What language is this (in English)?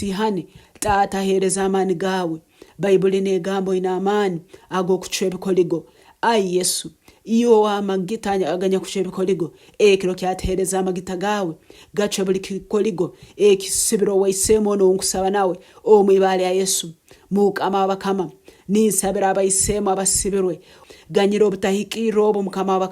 Nyankole